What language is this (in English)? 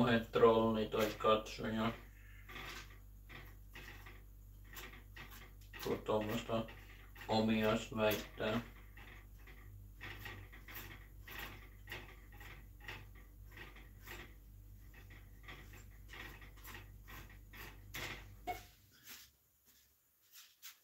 Finnish